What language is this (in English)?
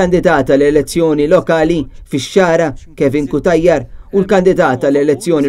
Maltese